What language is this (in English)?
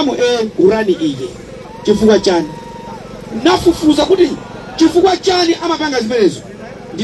Nyanja